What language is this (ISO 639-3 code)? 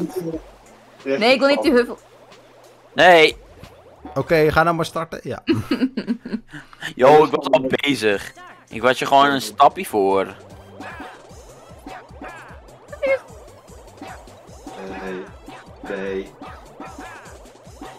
nld